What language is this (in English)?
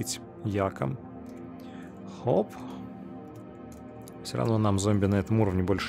Russian